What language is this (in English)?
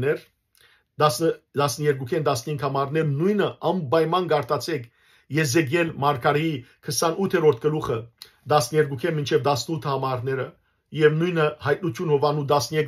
Western Armenian